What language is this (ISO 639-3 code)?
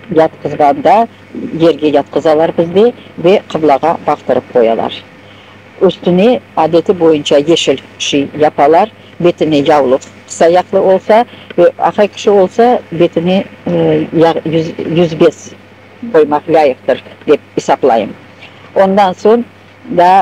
crh